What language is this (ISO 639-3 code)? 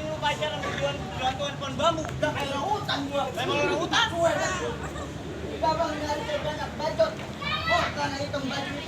bew